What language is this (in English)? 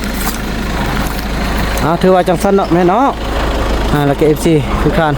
Lao